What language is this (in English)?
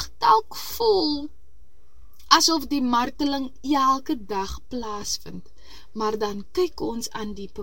Afrikaans